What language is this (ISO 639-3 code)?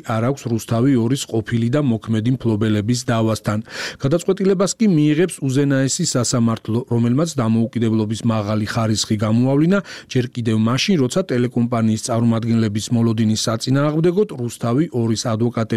kat